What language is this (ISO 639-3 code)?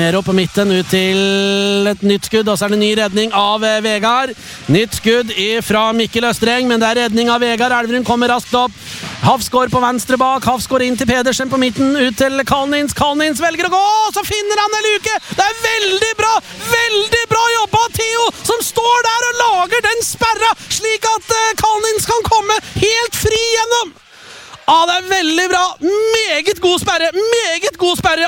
nor